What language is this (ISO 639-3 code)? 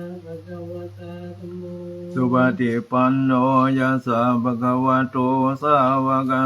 pli